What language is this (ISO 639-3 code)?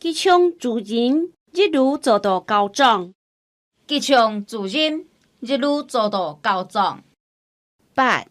hak